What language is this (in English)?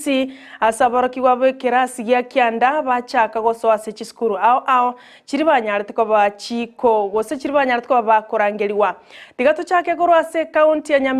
Gusii